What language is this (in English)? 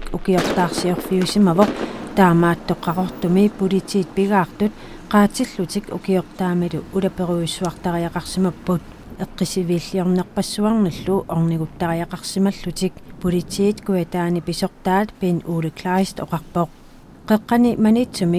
Kalaallisut